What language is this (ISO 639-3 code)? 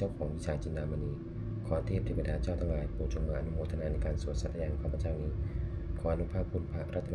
pli